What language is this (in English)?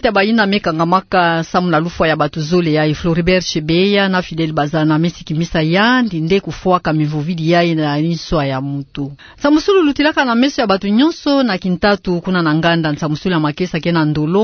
Kituba (Democratic Republic of Congo)